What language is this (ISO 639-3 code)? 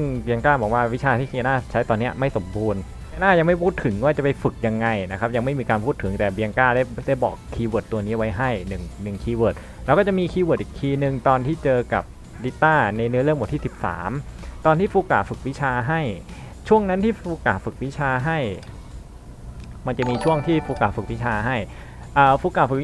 tha